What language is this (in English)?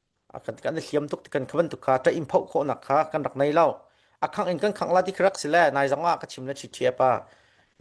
Hakha Chin